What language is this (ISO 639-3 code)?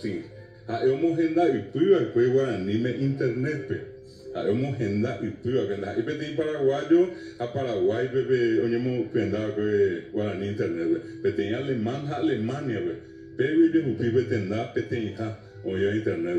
grn